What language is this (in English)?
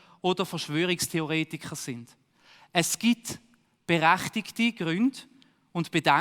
Swiss German